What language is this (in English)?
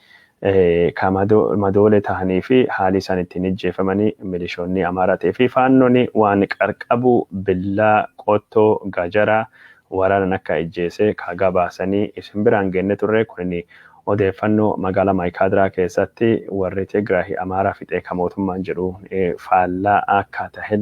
Oromo